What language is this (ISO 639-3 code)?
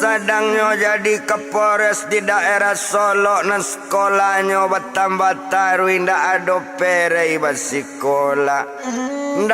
min